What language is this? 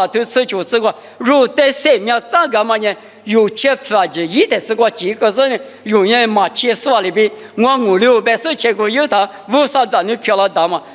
Lisu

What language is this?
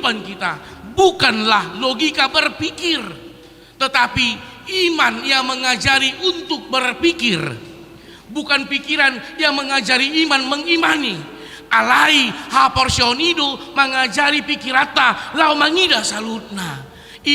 Batak Toba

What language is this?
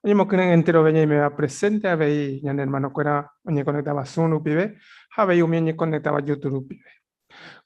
Guarani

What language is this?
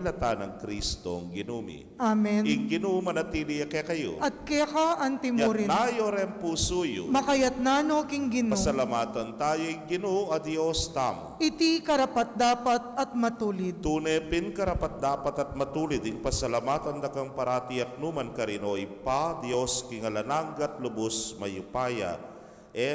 Pampanga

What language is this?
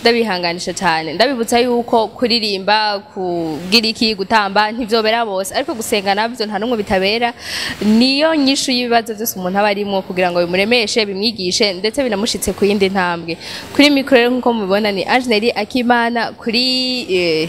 Rundi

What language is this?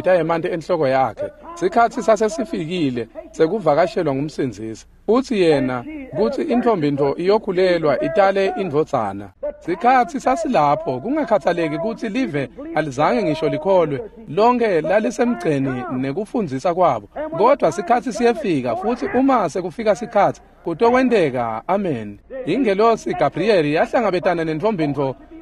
Swati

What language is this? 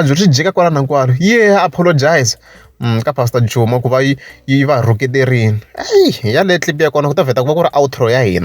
Tsonga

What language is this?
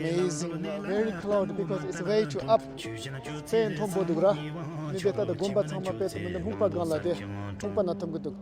Tibetan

